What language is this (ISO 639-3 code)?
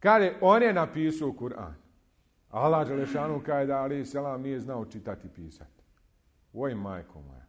bos